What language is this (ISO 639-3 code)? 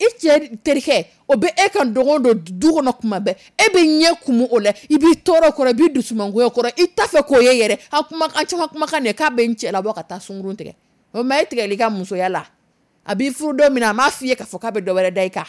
dyu